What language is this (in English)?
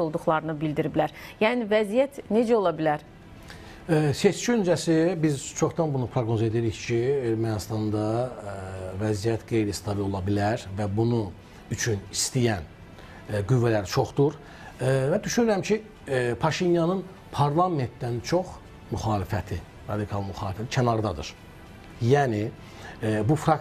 Azerbaijani